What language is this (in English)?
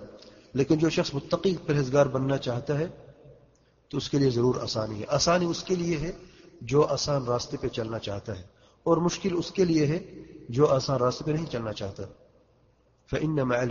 Urdu